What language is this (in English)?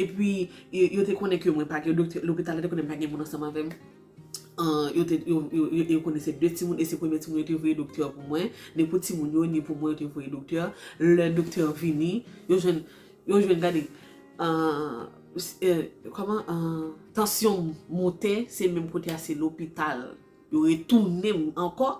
Haitian Creole